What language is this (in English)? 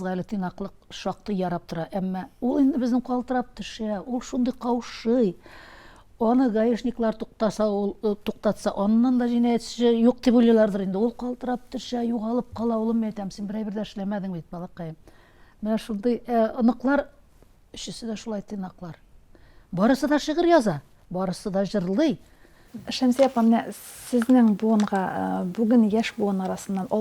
Tatar